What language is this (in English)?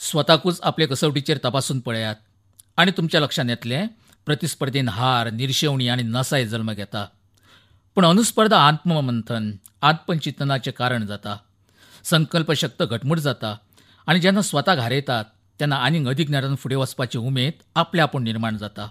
Konkani